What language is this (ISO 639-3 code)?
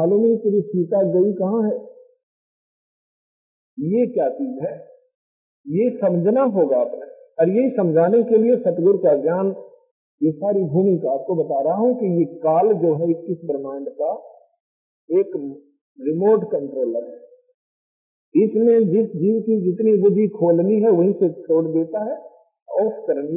hin